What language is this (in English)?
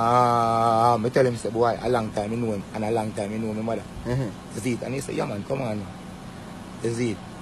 Jamaican Creole English